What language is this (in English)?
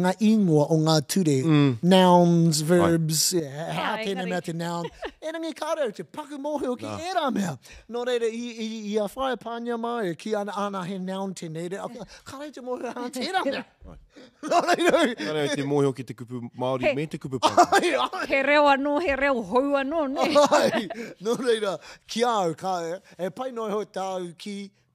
Māori